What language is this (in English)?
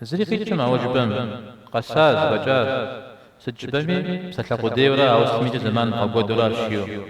Kabardian